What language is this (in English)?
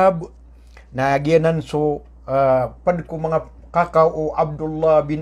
Maranao